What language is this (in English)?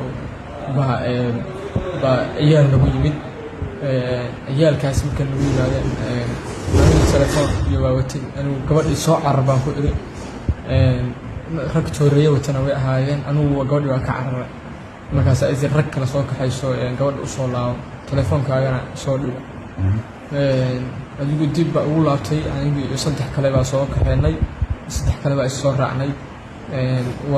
Somali